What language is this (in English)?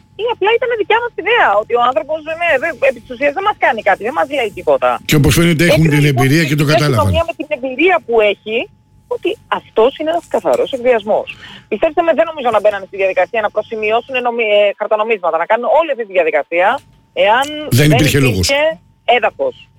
Greek